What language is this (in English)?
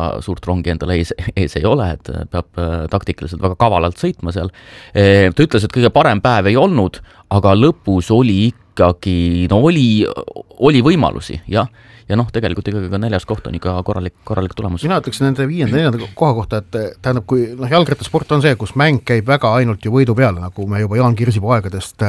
Estonian